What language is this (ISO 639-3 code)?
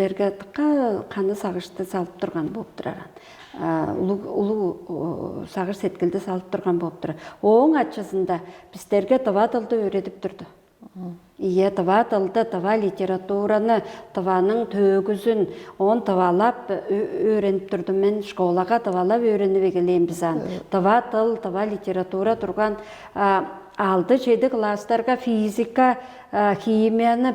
tyv